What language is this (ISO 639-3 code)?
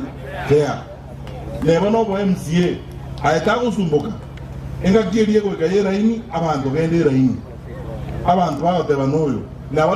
guz